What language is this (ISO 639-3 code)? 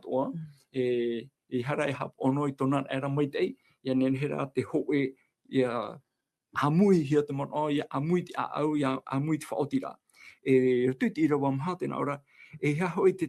tah